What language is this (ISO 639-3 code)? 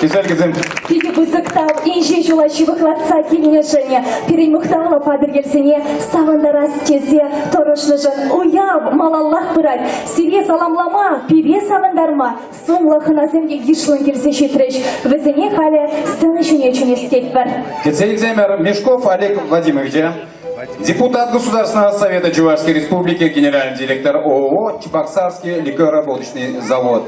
chv